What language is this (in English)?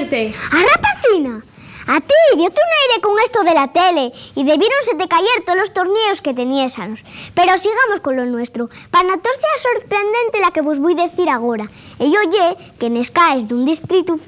Asturian